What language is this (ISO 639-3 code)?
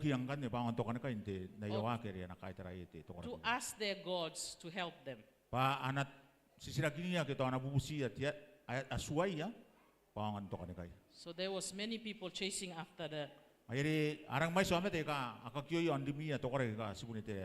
gil